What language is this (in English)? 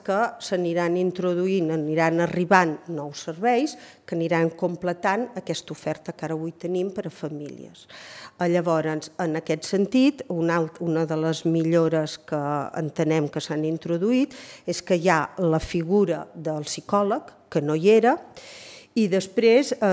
Catalan